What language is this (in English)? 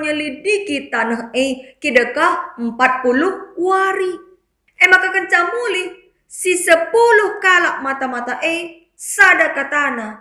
Batak Karo